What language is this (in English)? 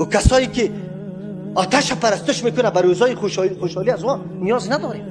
Persian